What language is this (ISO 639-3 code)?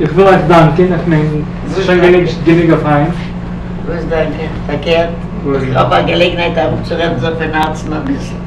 yid